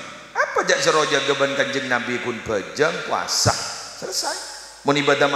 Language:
Madurese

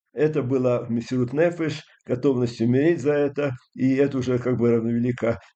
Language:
Russian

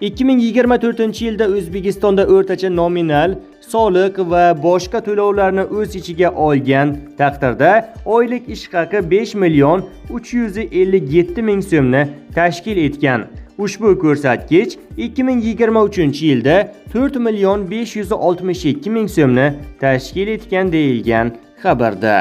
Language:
Uzbek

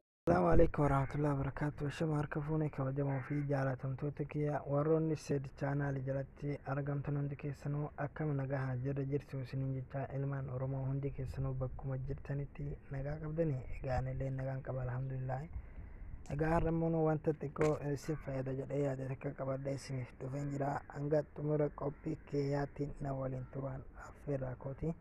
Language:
Oromo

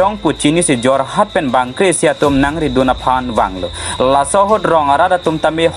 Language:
Karbi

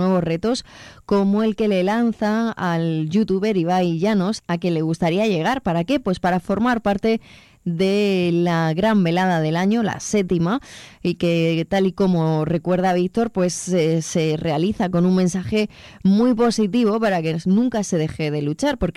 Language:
Spanish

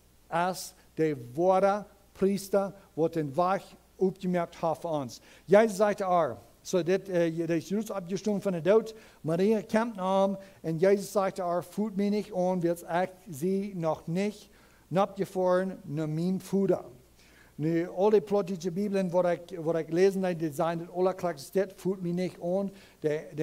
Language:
Plautdietsch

